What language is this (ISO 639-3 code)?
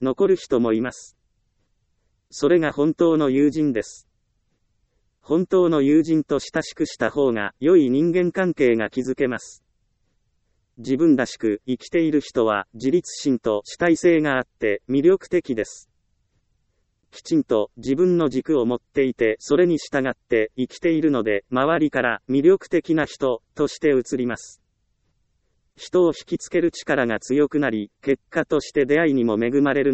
jpn